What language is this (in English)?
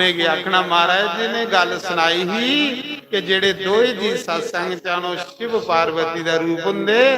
Dogri